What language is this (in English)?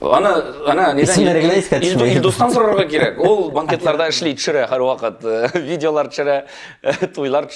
Tatar